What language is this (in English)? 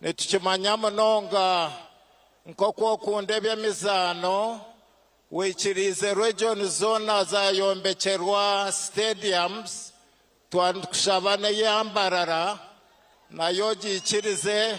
Nyankole